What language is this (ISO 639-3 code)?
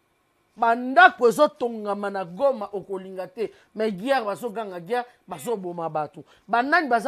lin